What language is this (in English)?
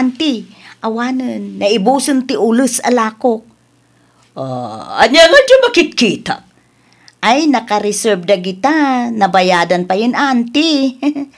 Iloko